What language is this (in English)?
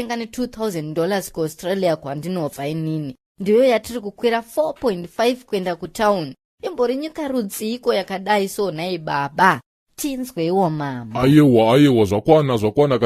Shona